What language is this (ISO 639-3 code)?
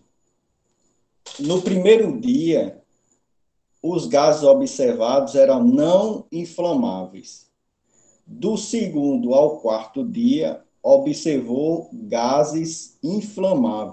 por